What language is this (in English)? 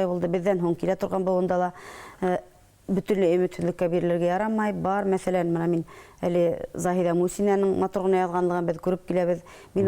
Bashkir